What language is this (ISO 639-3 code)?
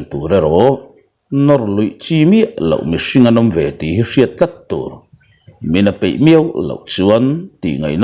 lus